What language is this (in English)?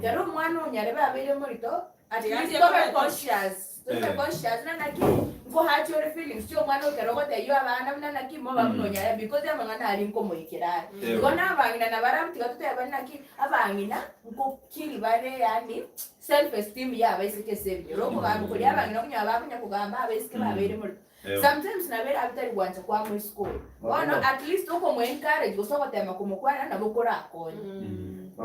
Gusii